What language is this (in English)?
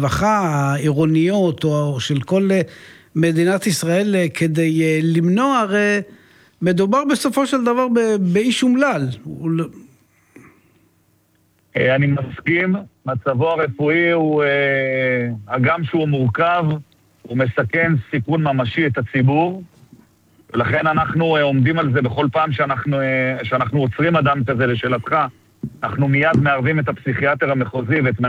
Hebrew